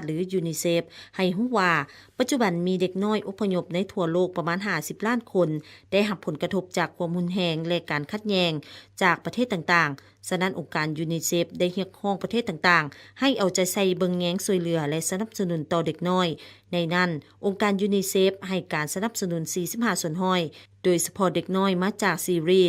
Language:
Lao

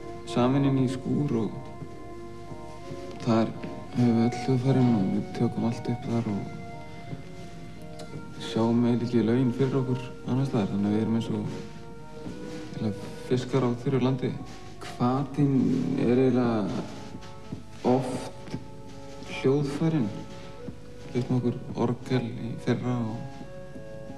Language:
Icelandic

